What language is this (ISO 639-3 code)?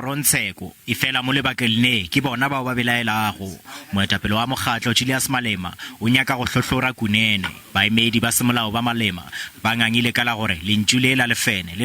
nso